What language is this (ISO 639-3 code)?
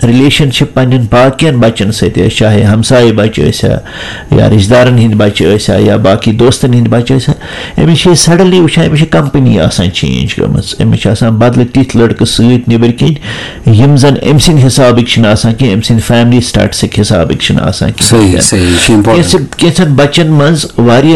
kas